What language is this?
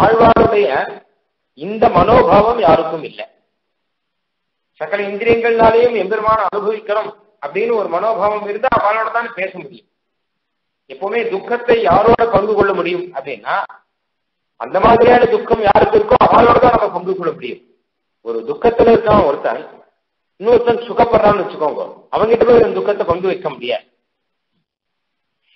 Tamil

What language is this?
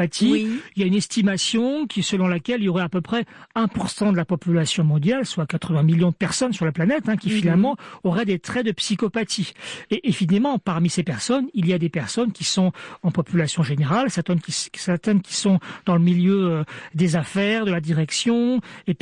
French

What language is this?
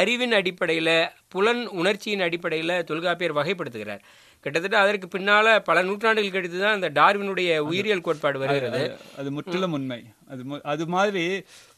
Tamil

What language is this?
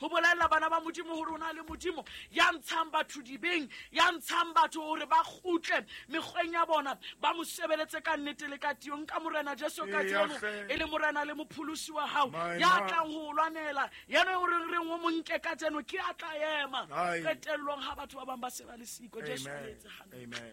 Southern Sotho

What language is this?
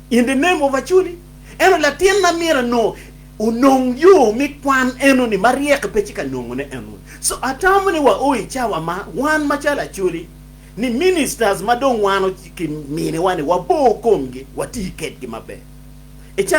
Acoli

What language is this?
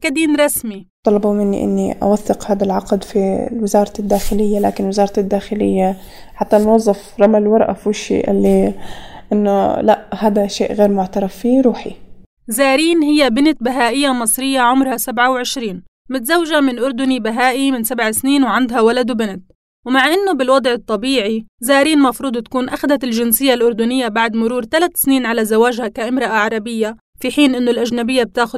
North Levantine Arabic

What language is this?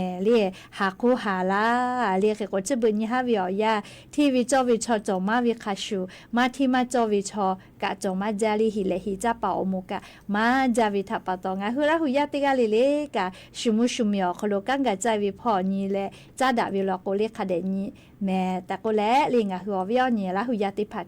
Lahu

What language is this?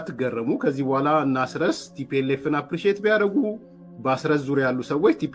Amharic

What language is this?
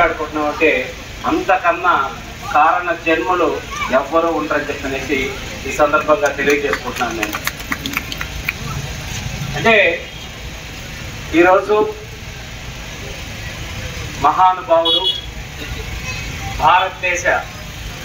Telugu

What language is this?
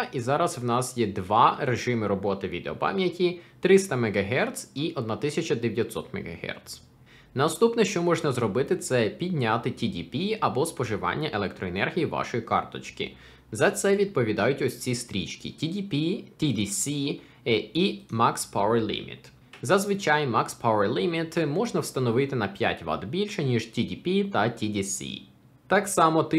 Ukrainian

